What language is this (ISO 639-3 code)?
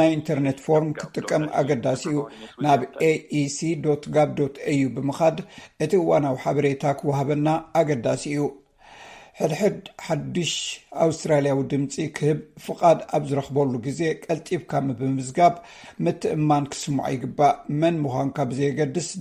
tir